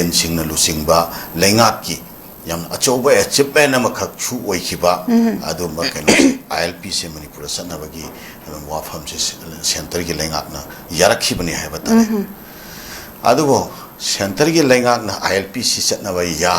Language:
Manipuri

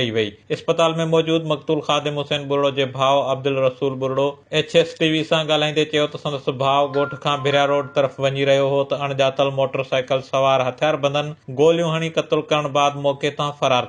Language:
Sindhi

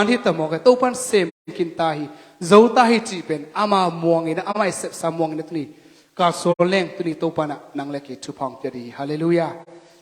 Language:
Tedim Chin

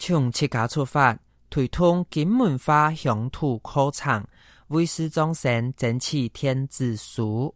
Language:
Hakka Chinese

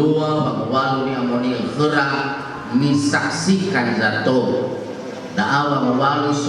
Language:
Nias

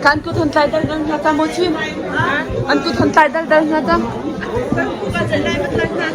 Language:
Hakha Chin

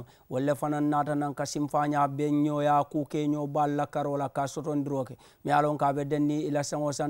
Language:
Mandingo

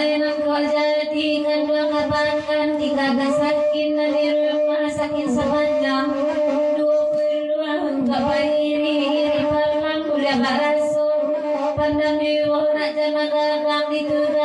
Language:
Minangkabau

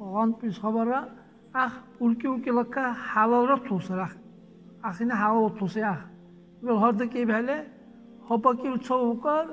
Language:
Dargwa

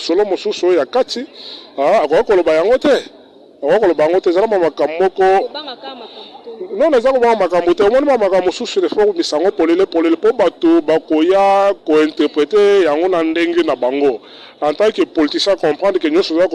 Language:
Lingala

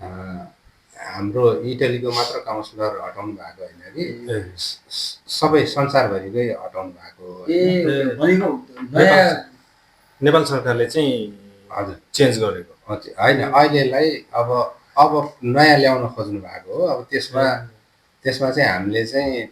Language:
Nepali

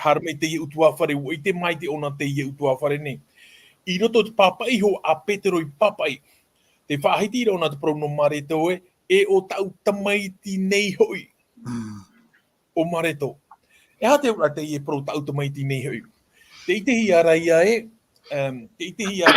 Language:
Tahitian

